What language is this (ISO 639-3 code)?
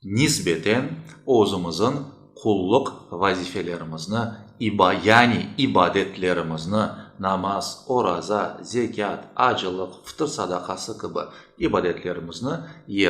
crh